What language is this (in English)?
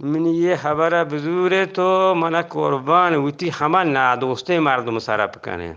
Eastern Balochi